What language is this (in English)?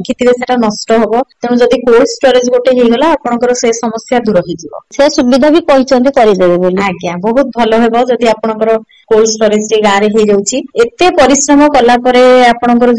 Odia